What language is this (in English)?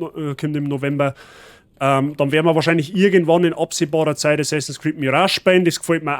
Bavarian